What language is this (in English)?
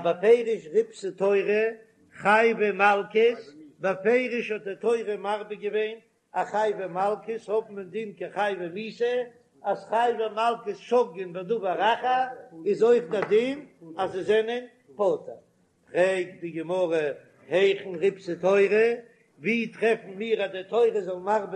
Yiddish